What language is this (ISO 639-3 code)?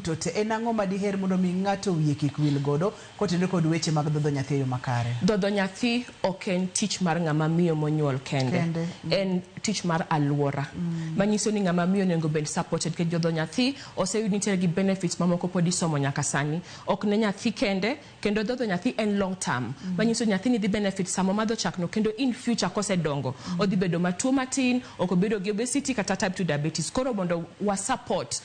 luo